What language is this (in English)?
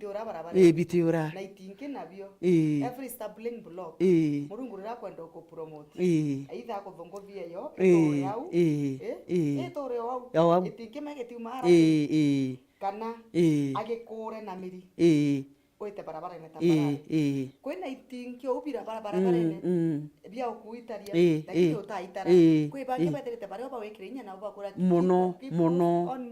Meru